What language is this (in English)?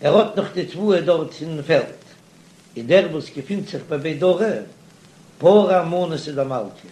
Yiddish